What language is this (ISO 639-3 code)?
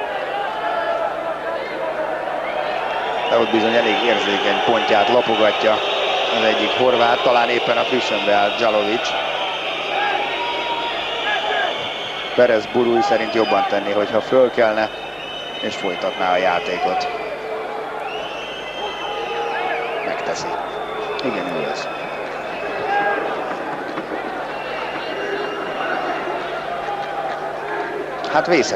hun